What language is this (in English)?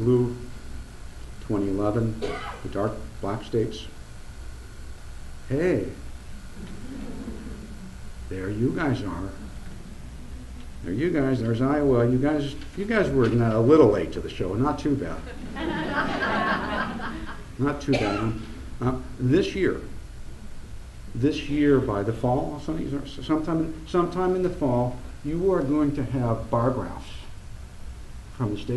English